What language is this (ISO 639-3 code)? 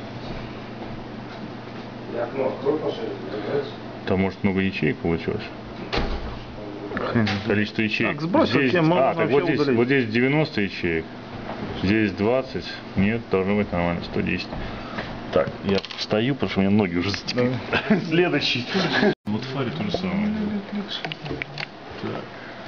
rus